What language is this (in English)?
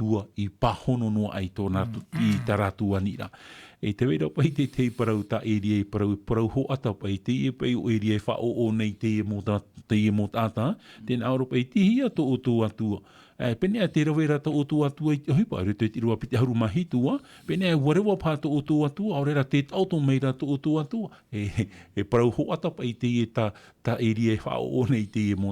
Tahitian